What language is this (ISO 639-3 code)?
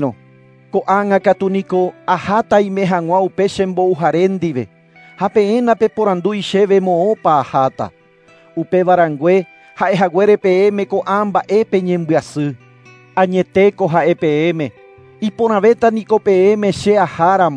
grn